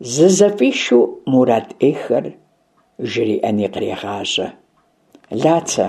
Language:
Kabardian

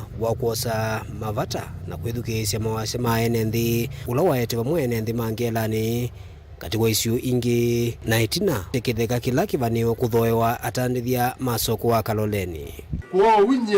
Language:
Kamba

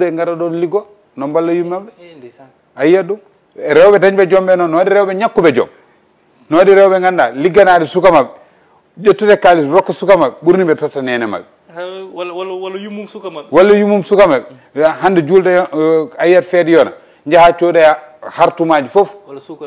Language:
Fula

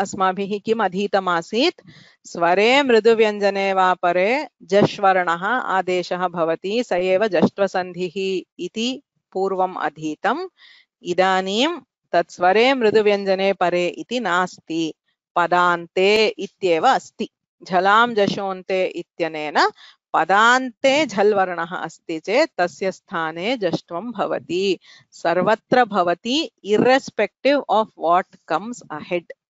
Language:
Sanskrit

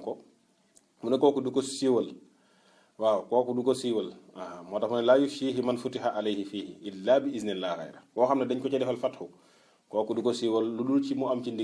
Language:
Wolof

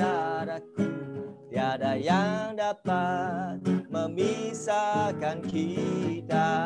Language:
Indonesian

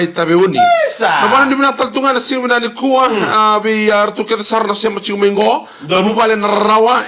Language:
Fijian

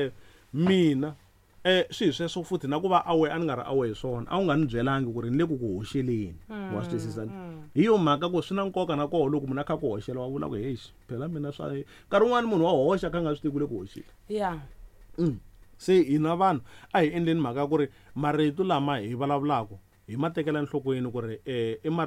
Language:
Tsonga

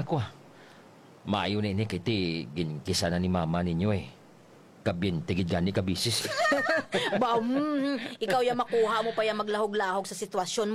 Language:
Hiligaynon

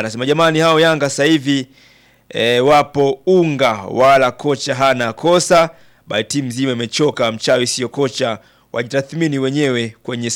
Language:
Swahili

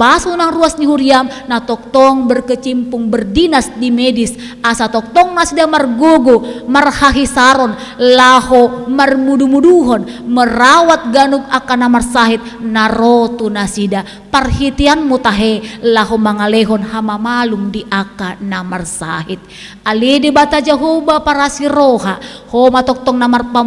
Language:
Batak Toba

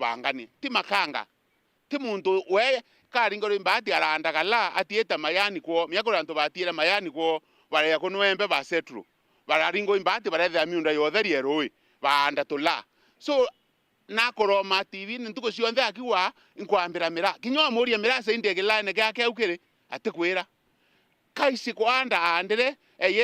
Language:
Meru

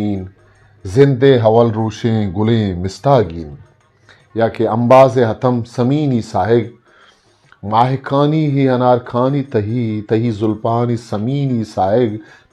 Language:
Eastern Balochi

